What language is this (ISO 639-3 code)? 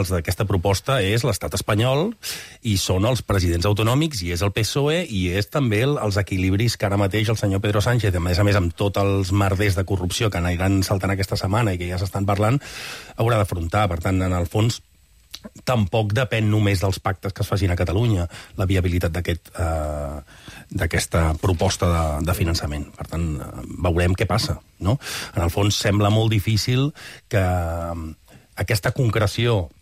cat